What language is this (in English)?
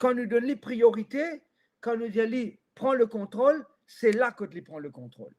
Morisyen